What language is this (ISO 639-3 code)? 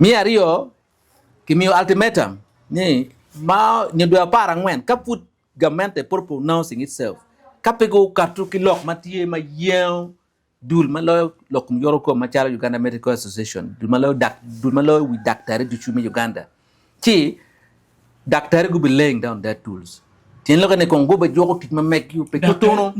ach